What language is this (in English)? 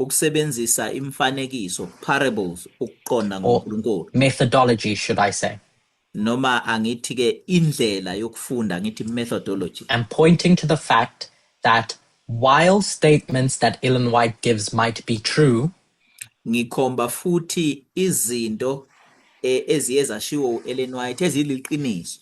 Zulu